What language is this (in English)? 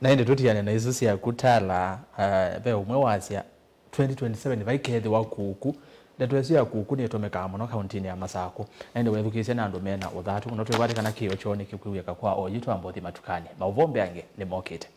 Kamba